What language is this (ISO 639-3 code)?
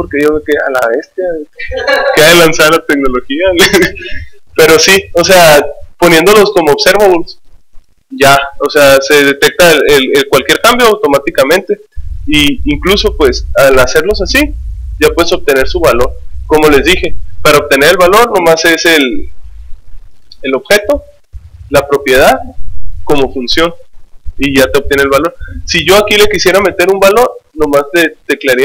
spa